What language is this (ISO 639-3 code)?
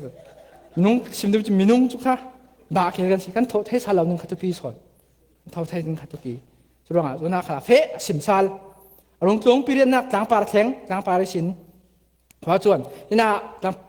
cfm